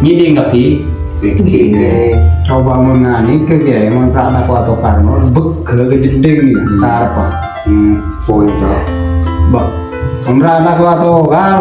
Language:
Madurese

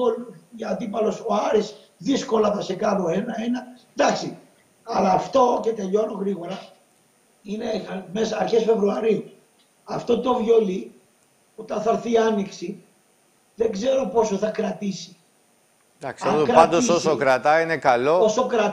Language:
Greek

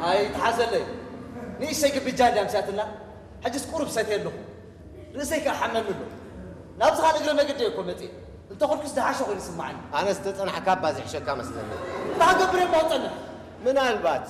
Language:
Tigrinya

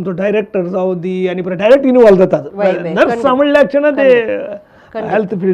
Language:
Konkani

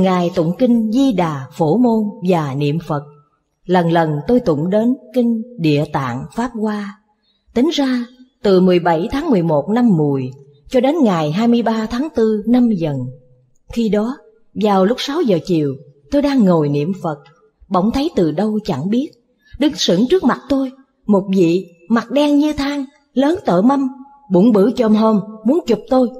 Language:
Vietnamese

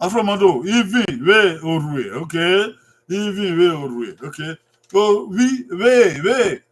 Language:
Bini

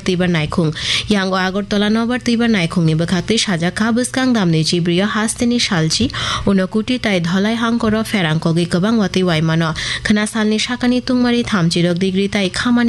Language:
Kok Borok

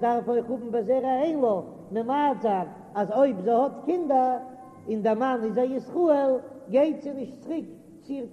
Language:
Yiddish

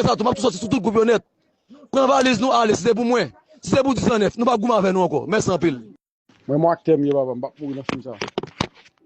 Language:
Haitian Creole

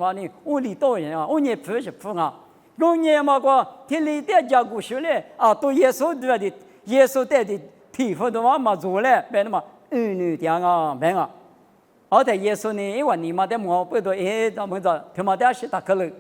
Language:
Lisu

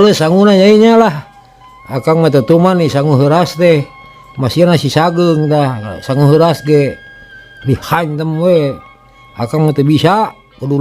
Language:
Sundanese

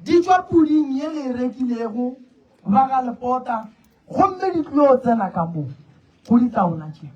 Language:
Northern Sotho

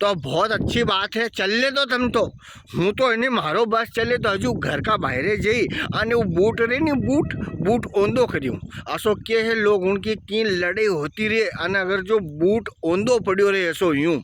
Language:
Rajasthani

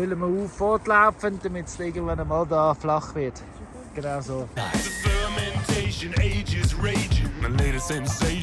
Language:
Swiss German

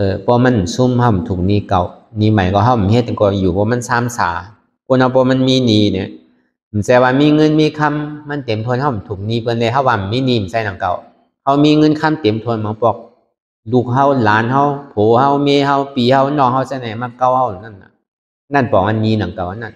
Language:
Shan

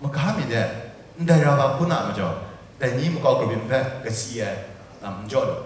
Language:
Kachin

